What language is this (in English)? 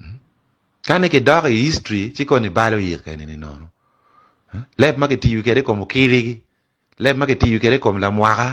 Acoli